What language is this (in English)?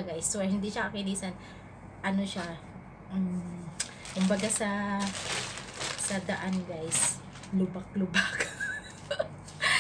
Filipino